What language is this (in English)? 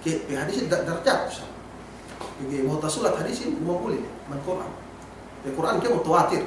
Yakan